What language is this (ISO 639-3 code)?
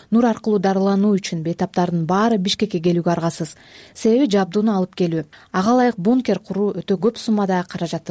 kir